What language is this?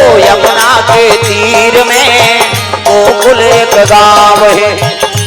Chhattisgarhi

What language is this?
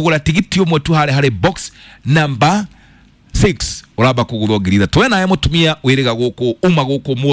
Kikuyu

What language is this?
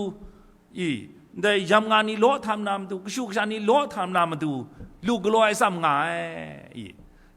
Kachin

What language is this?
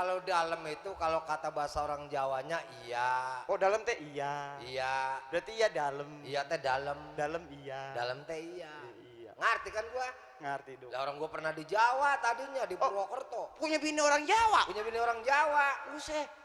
Betawi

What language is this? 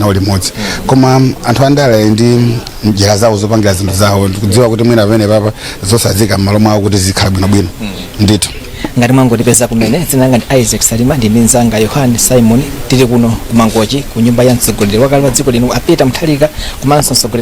Nyanja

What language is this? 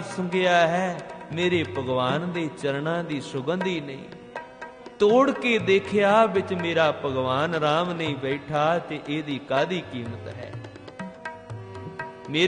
Punjabi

